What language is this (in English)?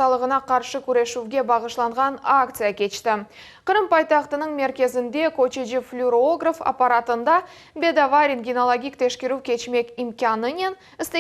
Crimean Tatar